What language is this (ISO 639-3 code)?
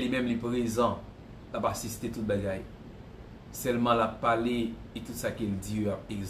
hat